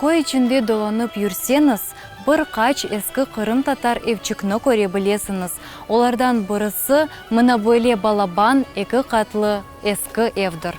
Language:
Crimean Tatar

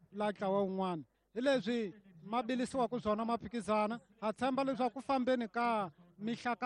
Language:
Tsonga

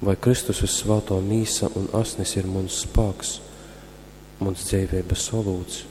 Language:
Latgalian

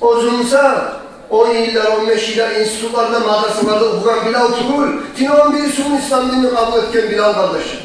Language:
Kumyk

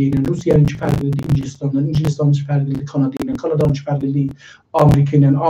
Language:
South Azerbaijani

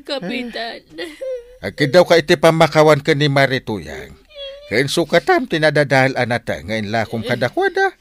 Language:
Iloko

